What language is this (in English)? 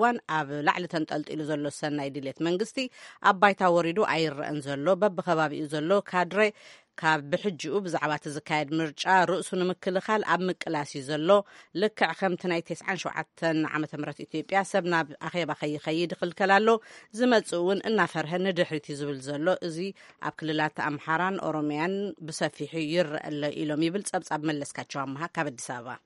Tigrinya